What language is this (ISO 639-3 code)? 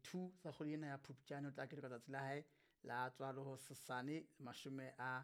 sot